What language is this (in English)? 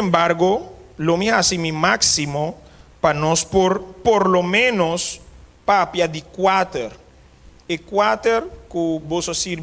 Papiamento